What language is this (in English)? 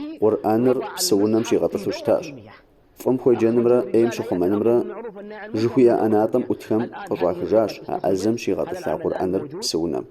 Kabardian